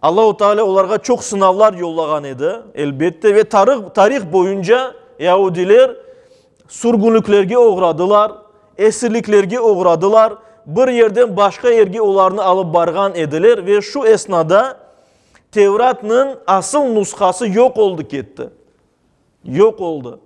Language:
Crimean Tatar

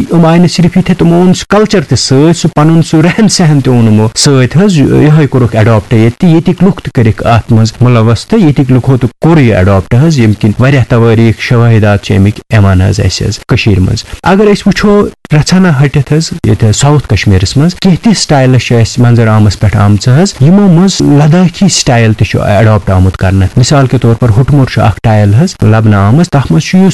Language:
Kashmiri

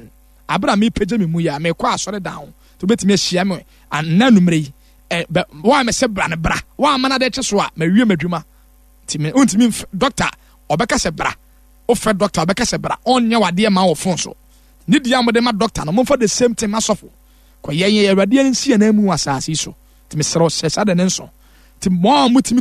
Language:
Akan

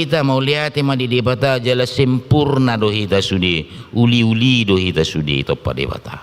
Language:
Batak Toba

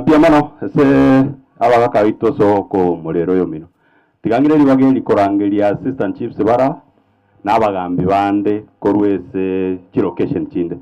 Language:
Gusii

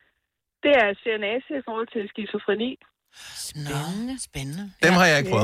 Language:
Danish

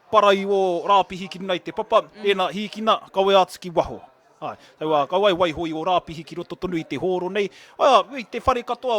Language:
Māori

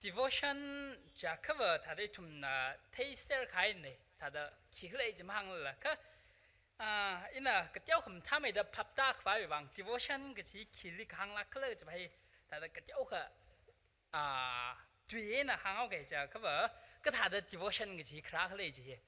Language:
Tangkhul Naga (India)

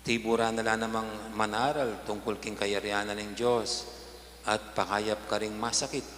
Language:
Pampanga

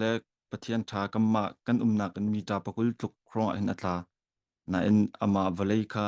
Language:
Hakha Chin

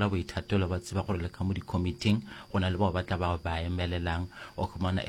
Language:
Northern Sotho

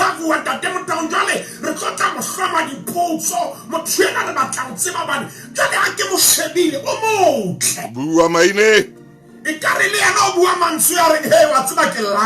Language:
Southern Sotho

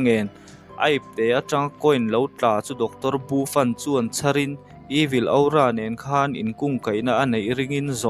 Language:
Mizo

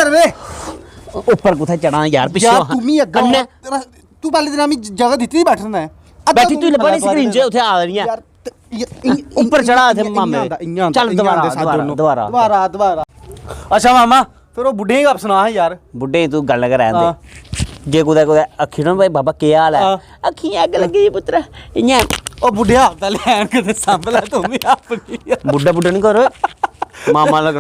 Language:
Dogri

